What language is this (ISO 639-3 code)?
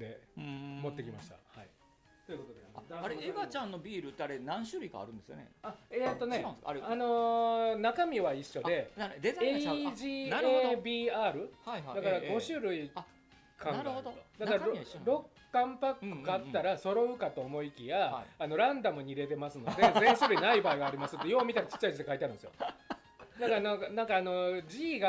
jpn